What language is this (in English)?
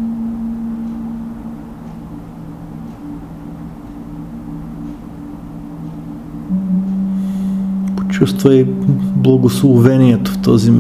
Bulgarian